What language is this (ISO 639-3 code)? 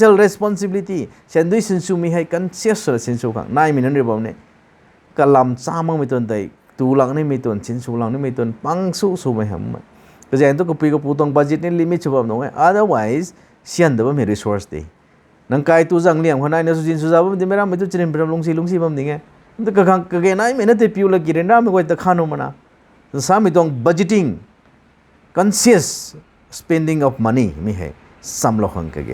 nbu